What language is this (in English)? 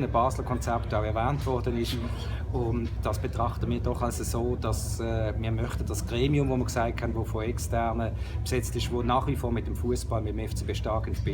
Swiss German